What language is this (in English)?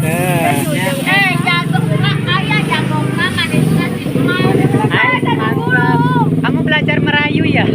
Sundanese